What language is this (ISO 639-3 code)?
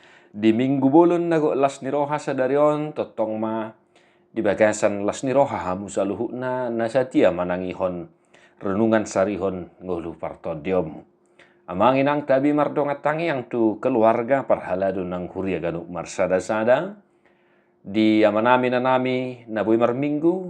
bbc